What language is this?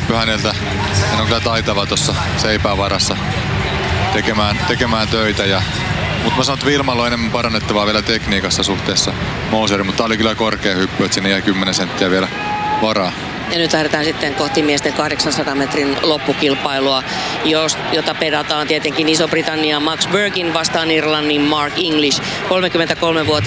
Finnish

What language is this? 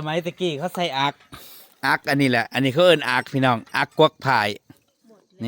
Northeastern Thai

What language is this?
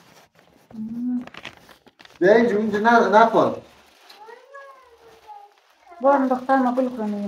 Persian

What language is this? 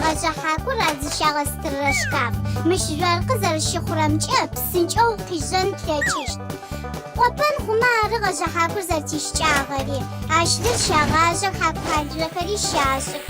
Adyghe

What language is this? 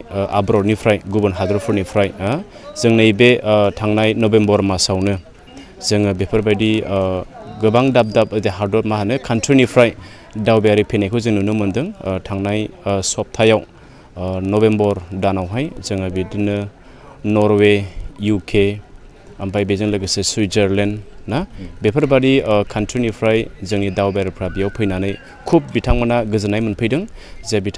Bodo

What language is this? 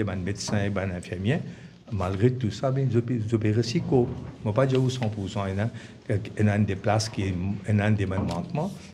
Morisyen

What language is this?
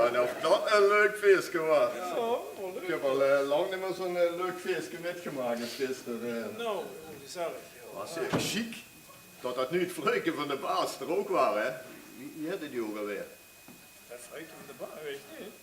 Limburgish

